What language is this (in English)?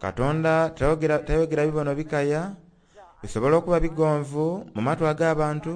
Soga